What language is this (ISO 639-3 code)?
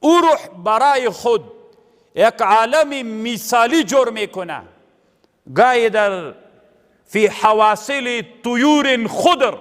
pus